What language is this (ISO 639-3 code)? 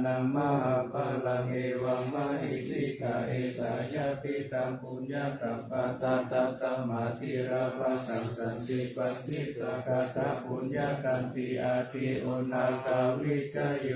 pli